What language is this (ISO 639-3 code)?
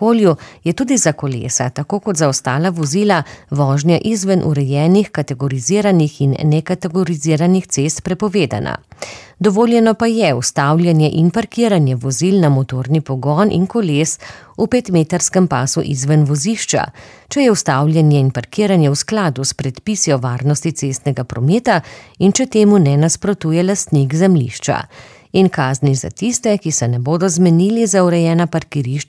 slv